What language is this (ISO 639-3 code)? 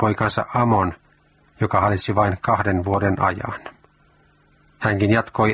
fin